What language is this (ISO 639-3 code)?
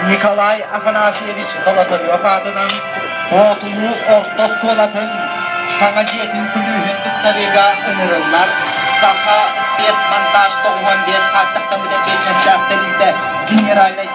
sah